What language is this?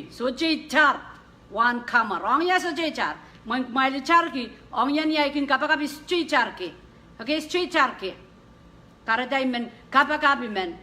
Pohnpeian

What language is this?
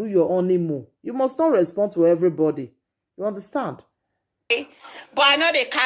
Nigerian Pidgin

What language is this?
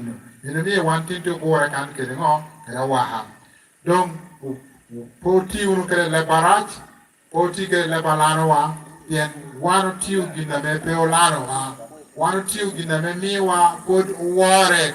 Lango (Uganda)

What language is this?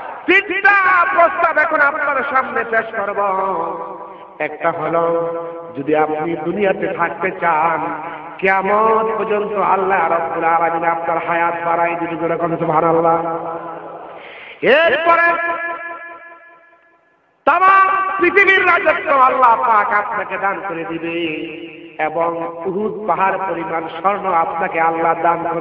Bangla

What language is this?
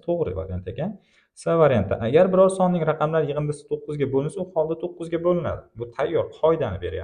Uzbek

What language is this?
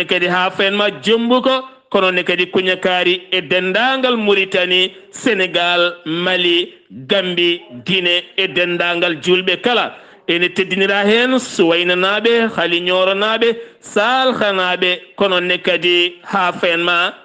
Fula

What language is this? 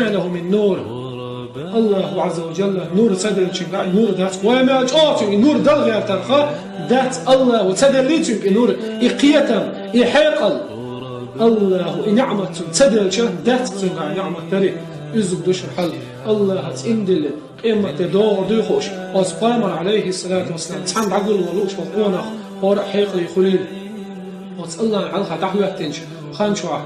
Chechen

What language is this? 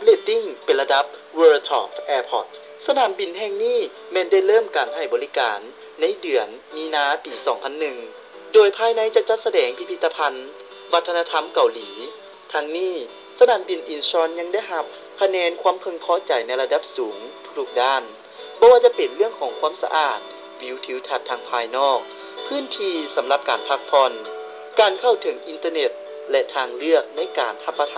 Lao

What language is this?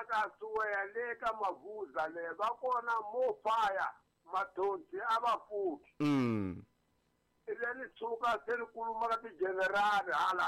Tsonga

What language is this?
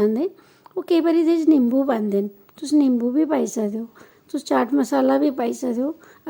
Dogri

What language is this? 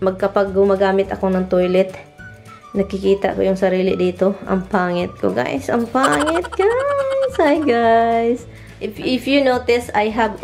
Filipino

